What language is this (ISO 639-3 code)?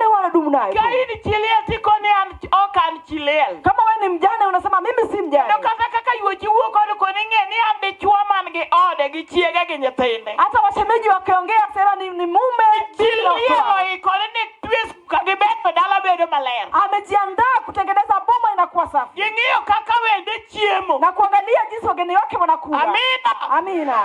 luo